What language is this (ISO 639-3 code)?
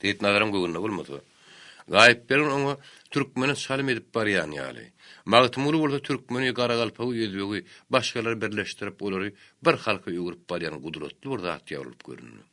tuk